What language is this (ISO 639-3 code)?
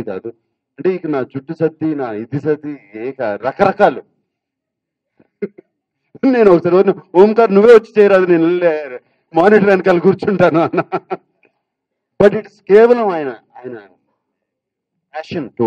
tel